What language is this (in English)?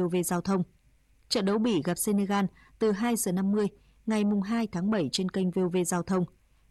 Vietnamese